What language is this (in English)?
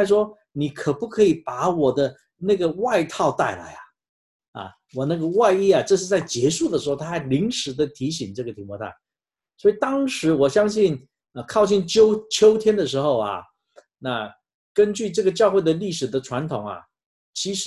Chinese